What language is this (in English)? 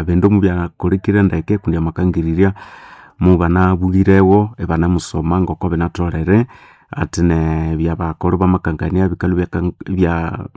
Nande